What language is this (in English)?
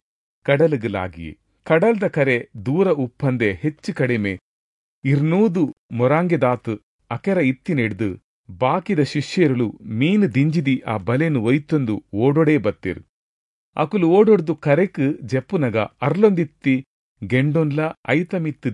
Tulu